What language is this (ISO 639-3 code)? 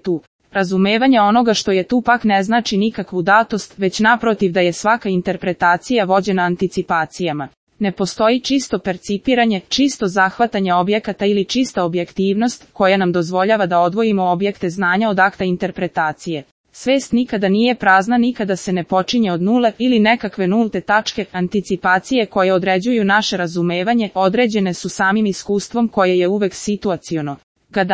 srp